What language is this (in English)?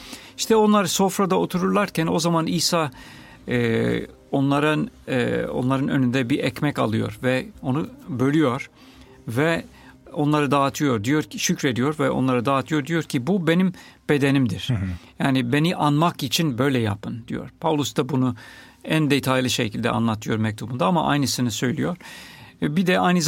Turkish